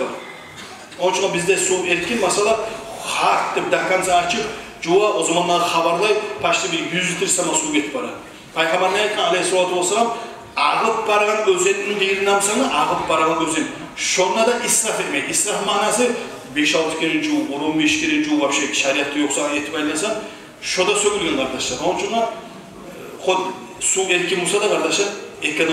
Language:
Kumyk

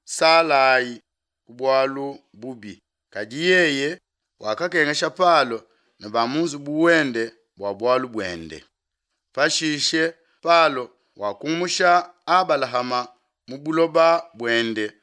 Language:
Luba-Lulua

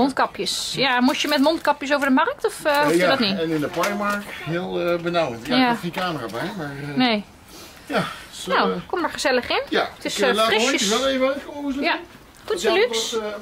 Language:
Dutch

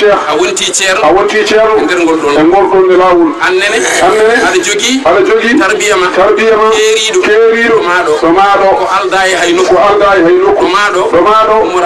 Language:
Fula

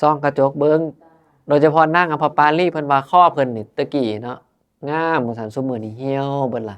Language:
Northeastern Thai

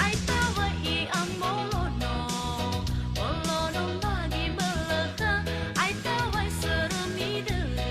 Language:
Nias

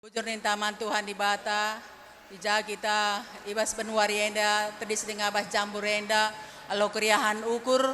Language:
Batak Karo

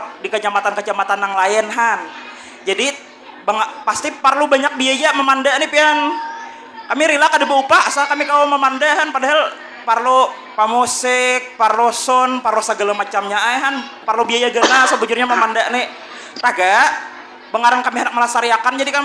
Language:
Banjar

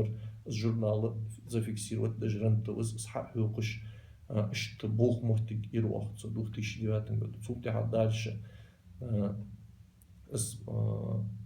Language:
Ingush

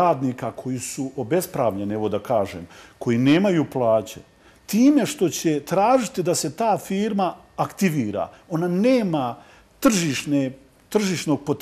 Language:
Bosnian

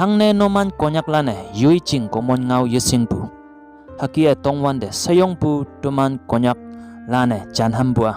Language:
Konyak Naga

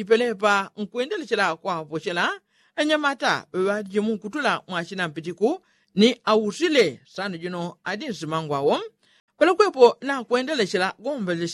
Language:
Yao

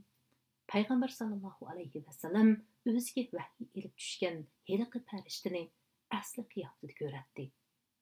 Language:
Uyghur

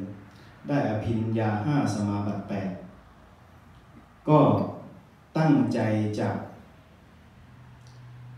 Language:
Thai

